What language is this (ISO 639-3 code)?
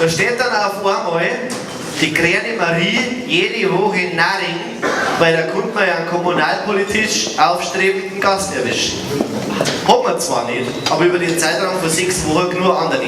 bar